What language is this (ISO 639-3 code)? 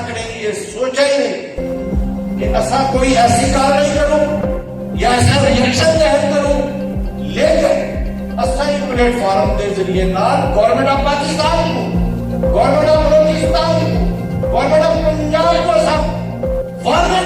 skr